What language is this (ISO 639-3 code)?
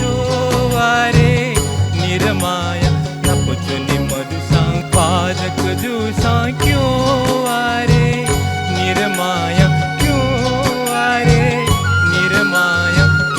new